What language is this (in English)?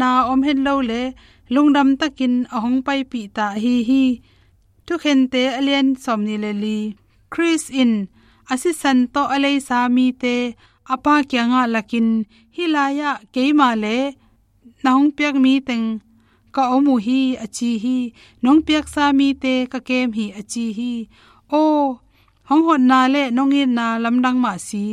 Tedim Chin